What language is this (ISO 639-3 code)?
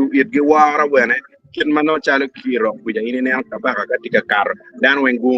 ach